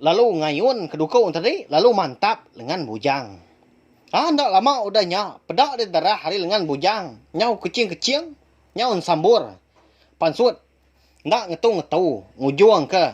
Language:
Iban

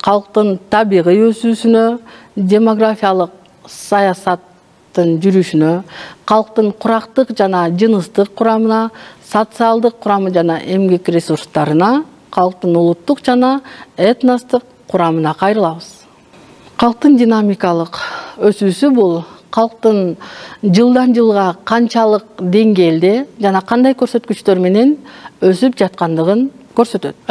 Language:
Kyrgyz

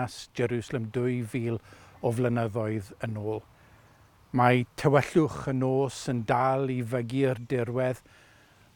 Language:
Welsh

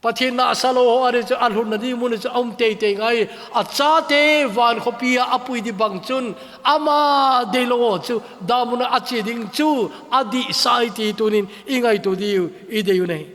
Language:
Thado Chin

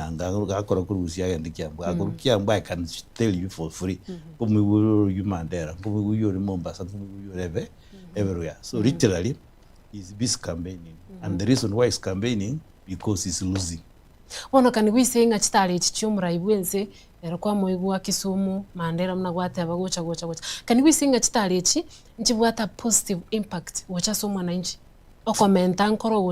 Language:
Gusii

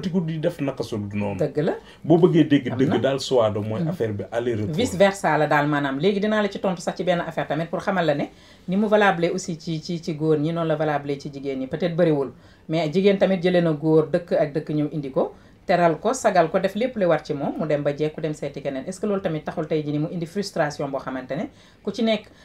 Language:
Wolof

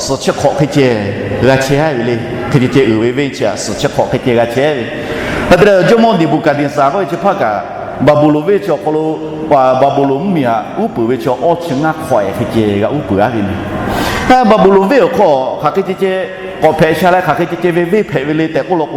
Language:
Lahu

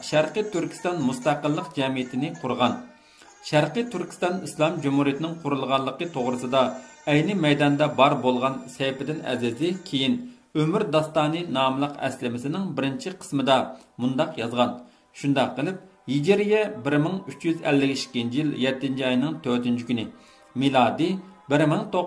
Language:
Uyghur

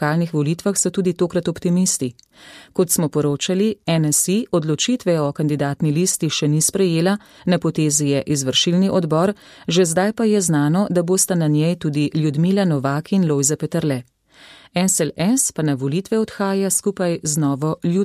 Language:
Slovenian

